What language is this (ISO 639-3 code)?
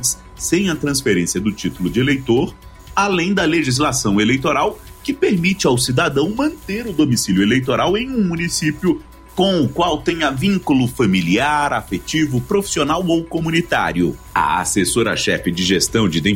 por